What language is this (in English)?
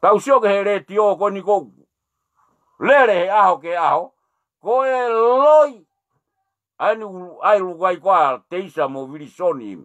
Tongan